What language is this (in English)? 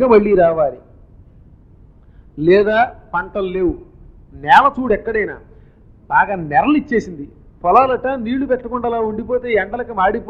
Telugu